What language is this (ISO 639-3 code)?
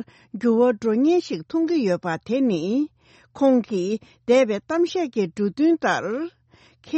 bod